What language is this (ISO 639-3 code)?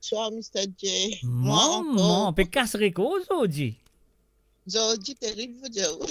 mfe